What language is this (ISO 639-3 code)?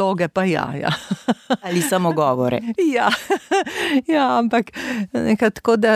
slv